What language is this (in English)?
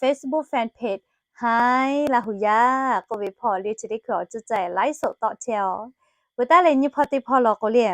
Lahu